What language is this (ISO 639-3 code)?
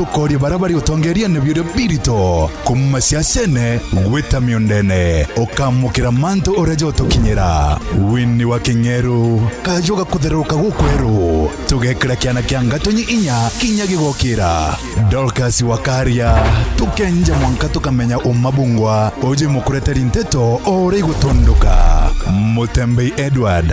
mer